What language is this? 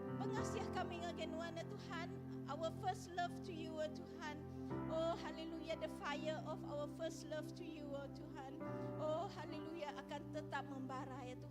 Iban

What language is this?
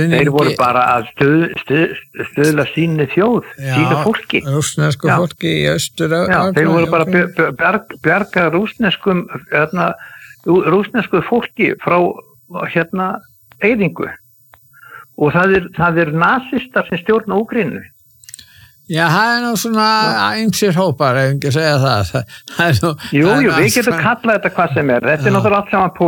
Icelandic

